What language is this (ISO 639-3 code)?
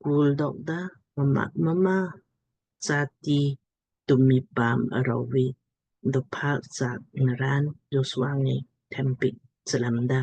lmk